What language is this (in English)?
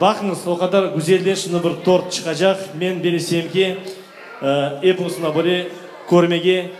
Crimean Tatar